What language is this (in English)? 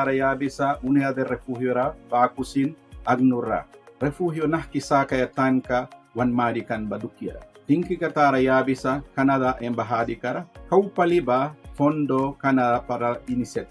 Mískito